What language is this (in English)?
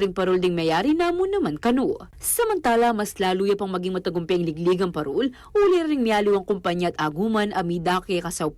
Pampanga